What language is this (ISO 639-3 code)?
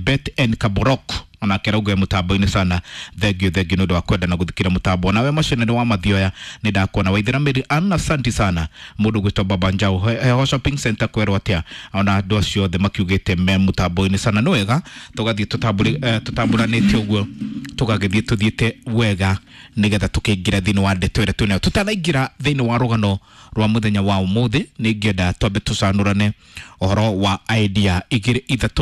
kik